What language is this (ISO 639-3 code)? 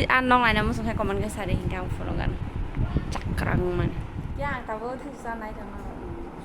trp